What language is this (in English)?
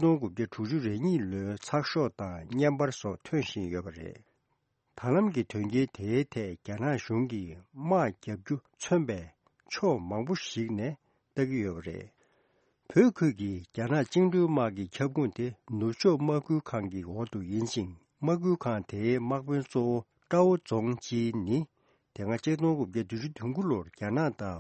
Tibetan